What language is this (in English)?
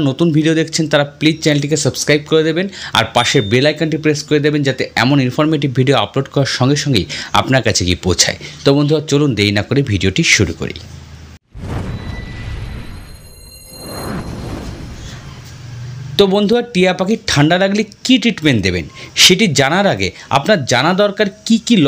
Bangla